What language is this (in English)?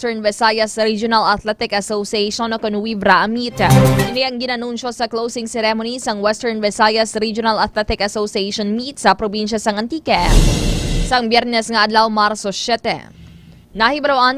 Hiligaynon